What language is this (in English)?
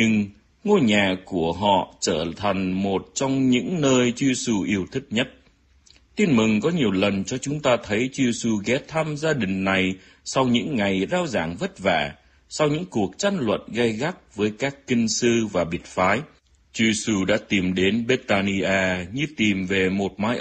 Vietnamese